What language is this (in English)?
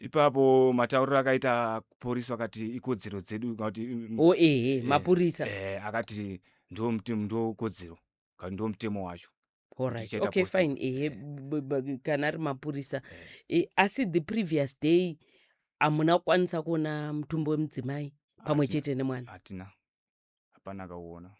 Shona